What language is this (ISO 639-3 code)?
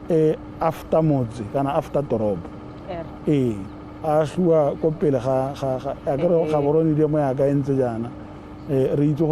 tsn